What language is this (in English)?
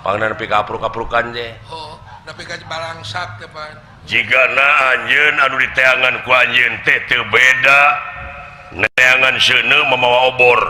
Sundanese